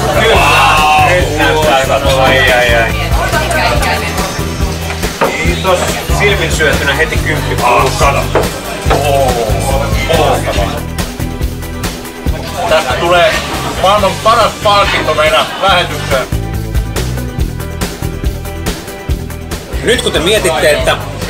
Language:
Finnish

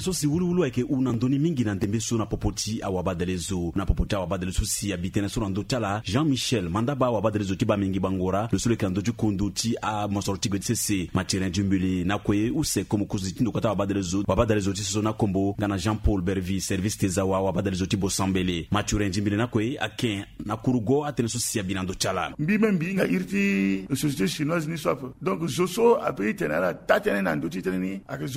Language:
Sango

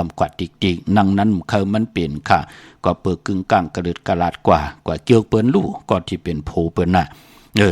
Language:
Shan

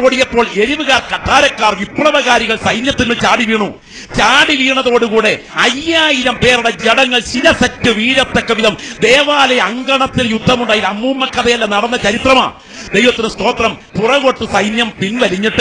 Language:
Malayalam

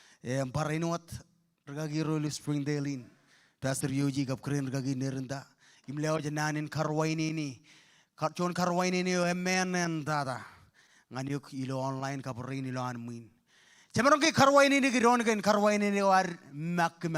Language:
Marshallese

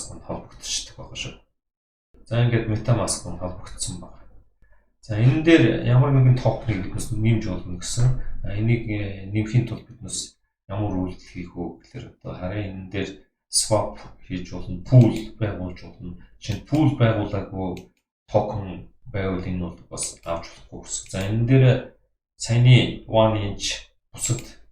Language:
Mongolian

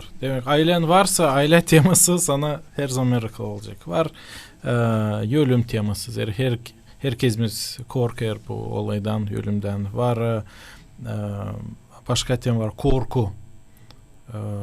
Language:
Gagauz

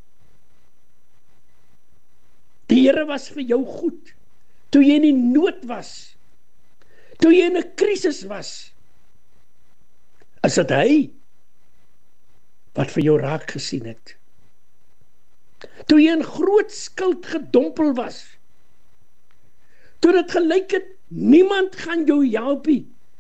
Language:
Afrikaans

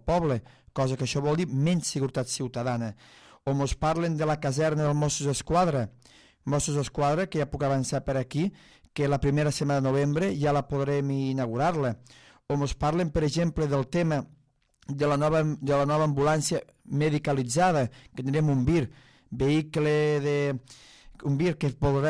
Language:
Catalan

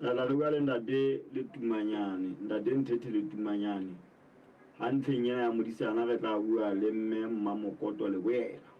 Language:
Southern Sotho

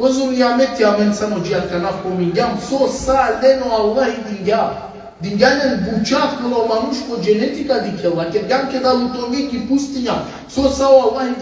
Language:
Balkan Romani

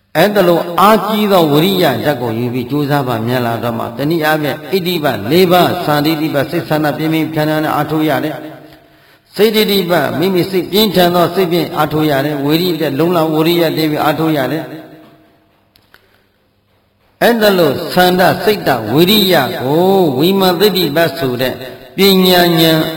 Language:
Burmese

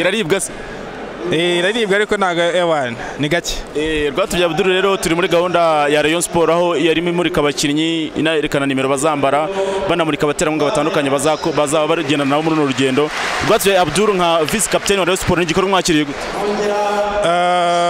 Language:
Kinyarwanda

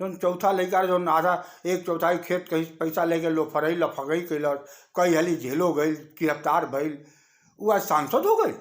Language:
Bhojpuri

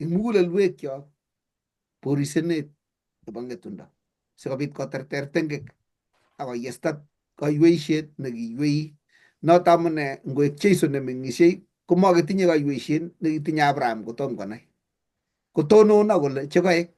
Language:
Kalenjin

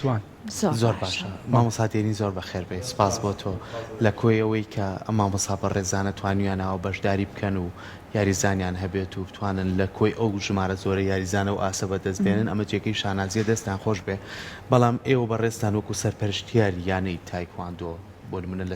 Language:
Central Kurdish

